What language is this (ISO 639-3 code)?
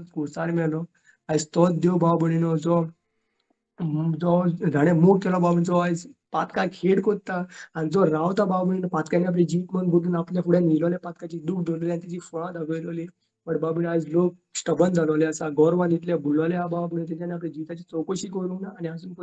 kok